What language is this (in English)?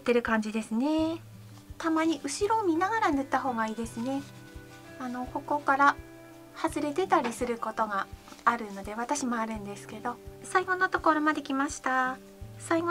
Japanese